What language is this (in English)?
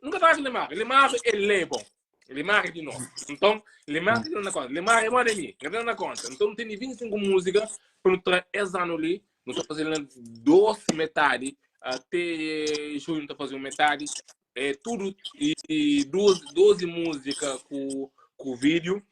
Kabuverdianu